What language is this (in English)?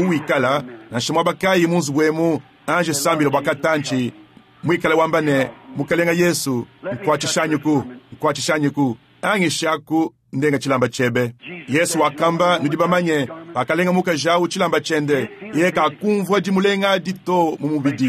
Luba-Lulua